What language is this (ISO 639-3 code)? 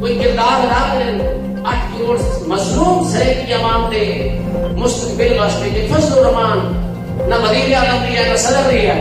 skr